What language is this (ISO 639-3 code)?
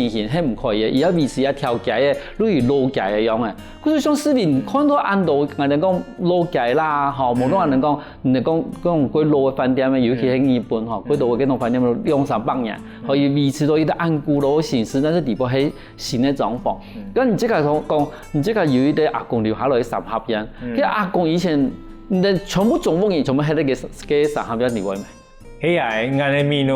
hak